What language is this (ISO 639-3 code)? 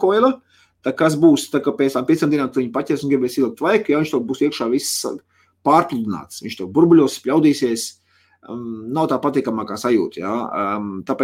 lav